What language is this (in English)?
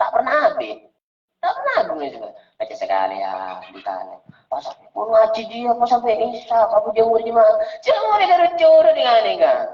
Madurese